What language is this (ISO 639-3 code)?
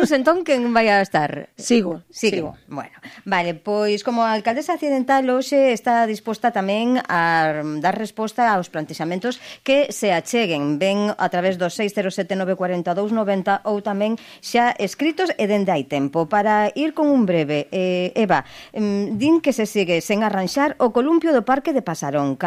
glg